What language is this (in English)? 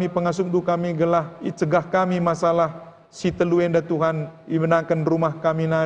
Batak Karo